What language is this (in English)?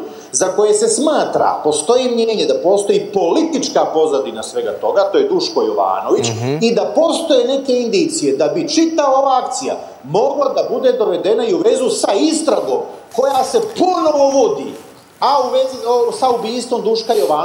Serbian